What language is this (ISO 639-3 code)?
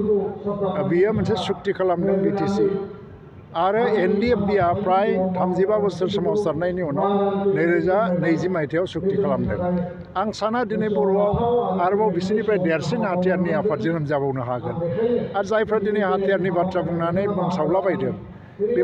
brx